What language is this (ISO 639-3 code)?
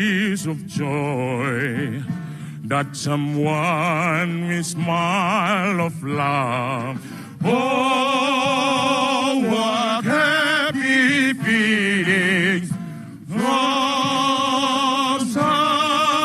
smo